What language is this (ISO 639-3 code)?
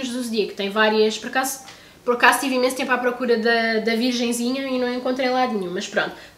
por